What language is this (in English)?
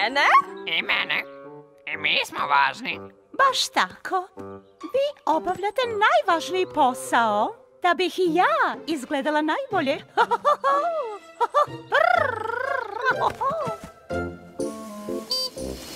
Serbian